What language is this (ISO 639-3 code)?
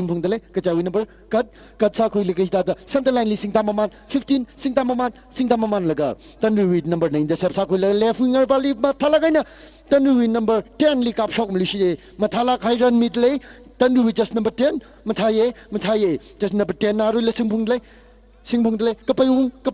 nmf